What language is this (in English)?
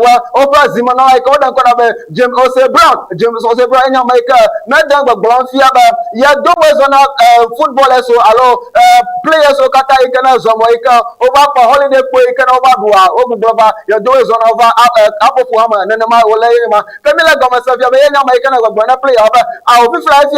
Ewe